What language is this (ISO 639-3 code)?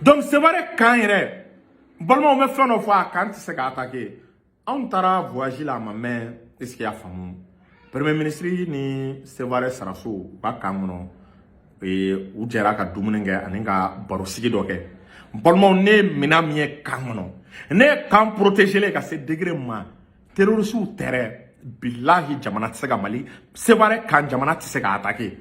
bam